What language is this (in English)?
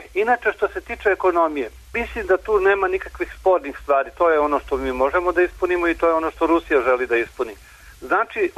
Serbian